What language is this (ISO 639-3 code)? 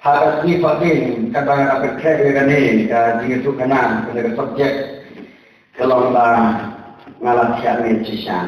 kha